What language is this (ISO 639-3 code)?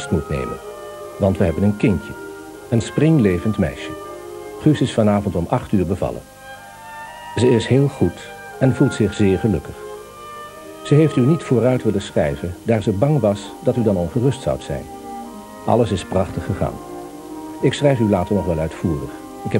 nld